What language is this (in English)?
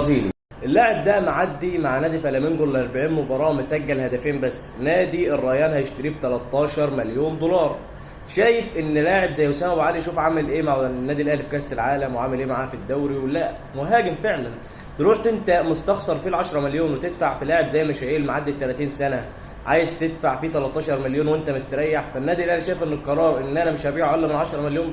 Egyptian Arabic